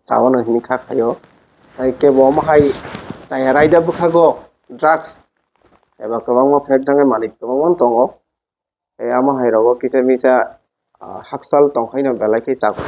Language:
Kok Borok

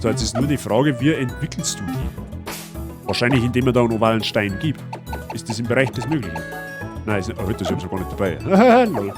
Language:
Bavarian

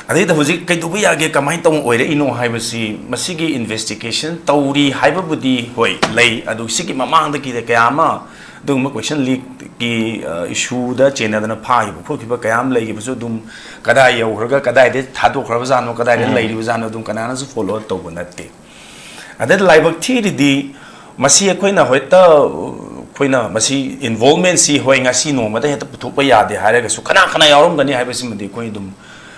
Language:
Manipuri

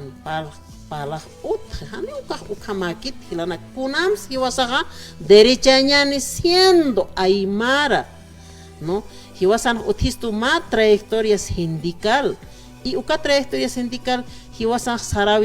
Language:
Aymara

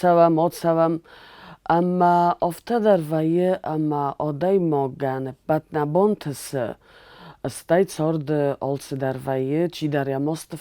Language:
Ossetic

